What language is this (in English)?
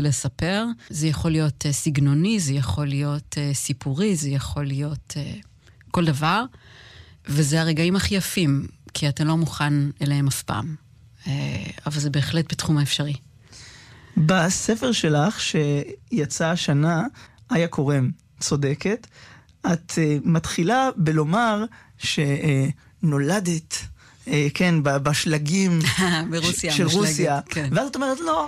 Hebrew